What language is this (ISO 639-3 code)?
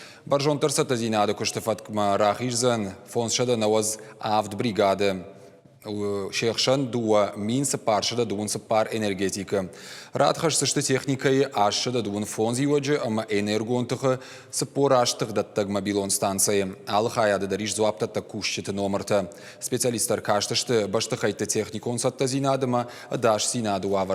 oss